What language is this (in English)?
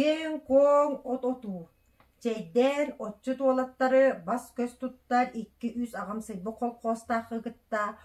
Yakut